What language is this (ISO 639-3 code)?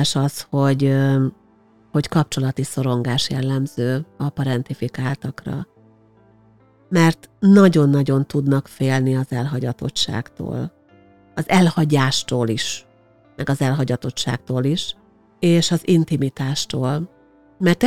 hun